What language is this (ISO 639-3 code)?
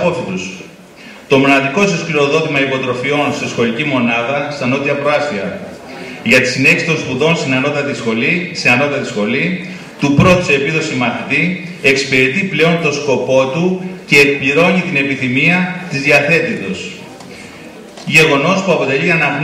ell